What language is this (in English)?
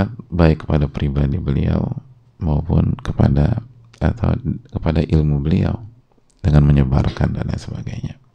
Indonesian